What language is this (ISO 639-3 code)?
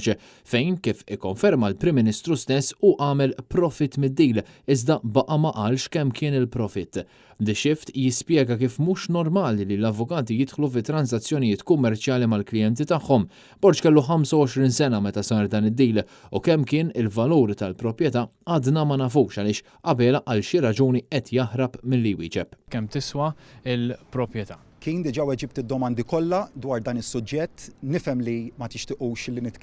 mlt